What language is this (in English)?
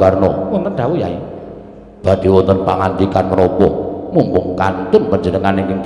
Javanese